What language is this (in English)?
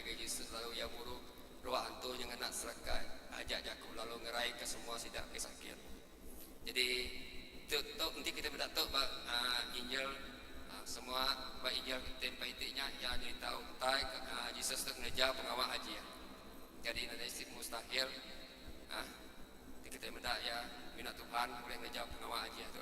Iban